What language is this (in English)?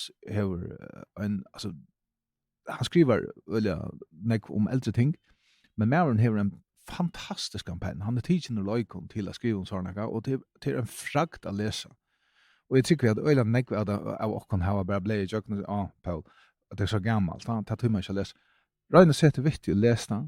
Faroese